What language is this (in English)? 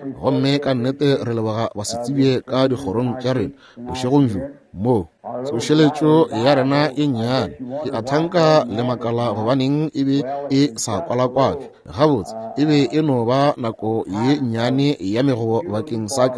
Northern Sotho